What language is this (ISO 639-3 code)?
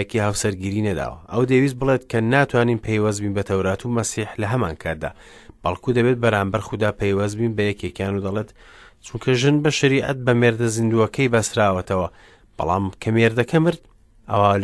ckb